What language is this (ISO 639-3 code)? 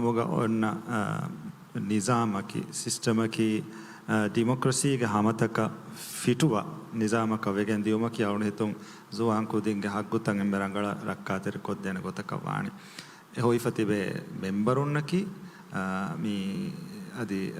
div